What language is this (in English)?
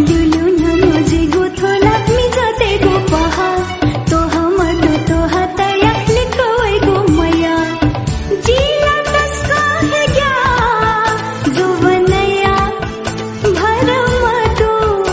Newari